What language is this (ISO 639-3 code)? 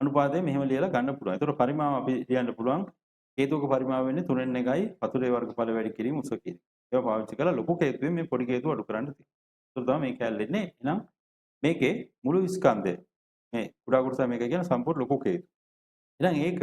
sin